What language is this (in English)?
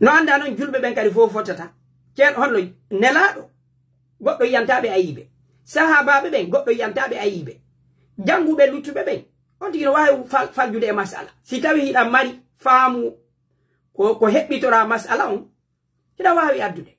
Pular